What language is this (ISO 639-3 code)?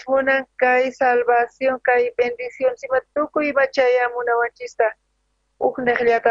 quh